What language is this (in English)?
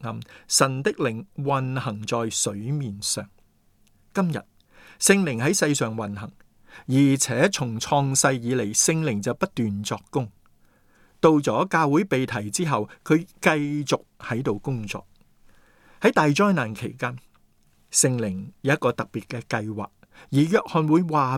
Cantonese